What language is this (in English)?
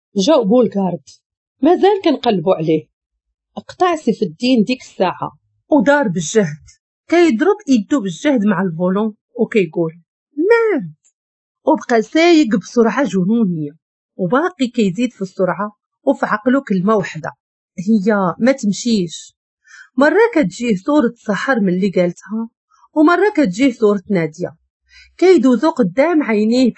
Moroccan Arabic